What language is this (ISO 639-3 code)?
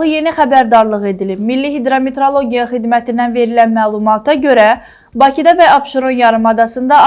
aze